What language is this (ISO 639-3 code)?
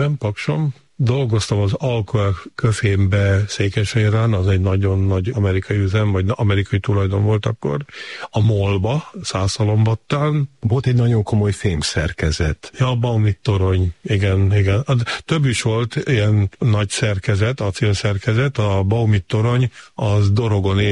hun